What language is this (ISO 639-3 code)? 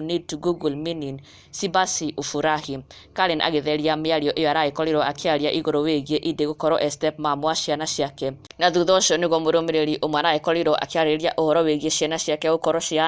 kik